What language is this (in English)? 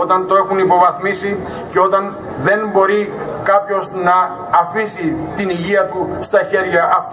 Greek